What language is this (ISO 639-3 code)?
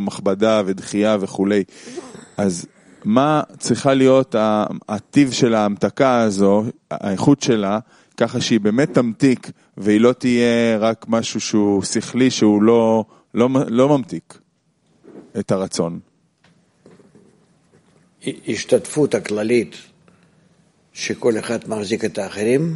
heb